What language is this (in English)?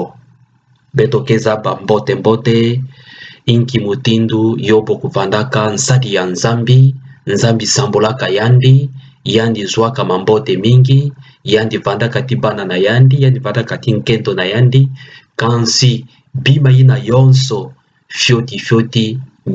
Kituba (Democratic Republic of Congo)